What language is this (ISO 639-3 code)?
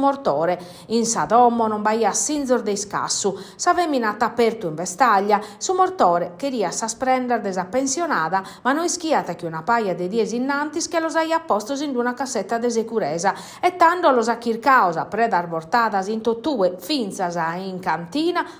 srd